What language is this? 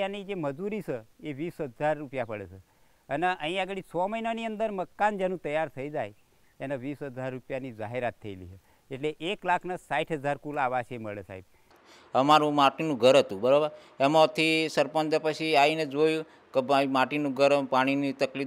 Gujarati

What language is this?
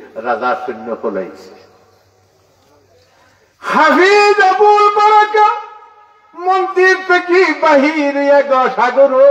Bangla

